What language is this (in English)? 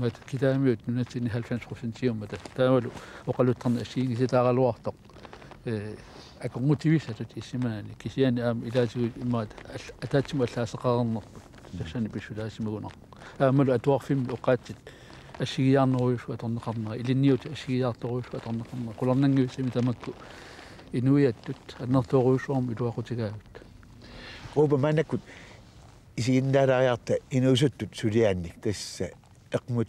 Kalaallisut